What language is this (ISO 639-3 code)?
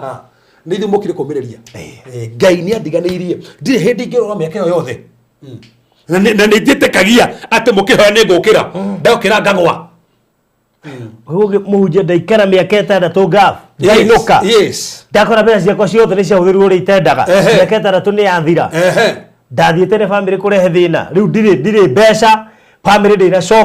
kik